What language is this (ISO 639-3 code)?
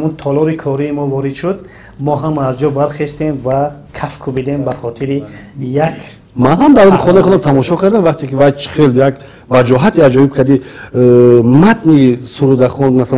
tgk